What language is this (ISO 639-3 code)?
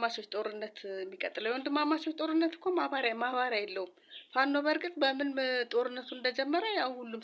amh